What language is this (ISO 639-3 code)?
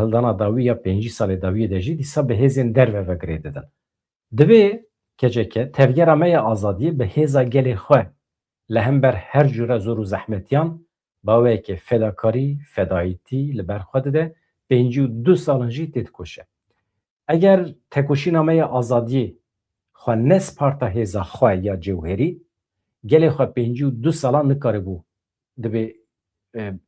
kur